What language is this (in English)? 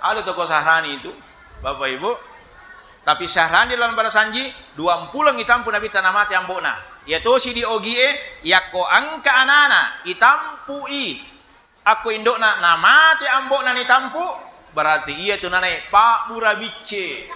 Buginese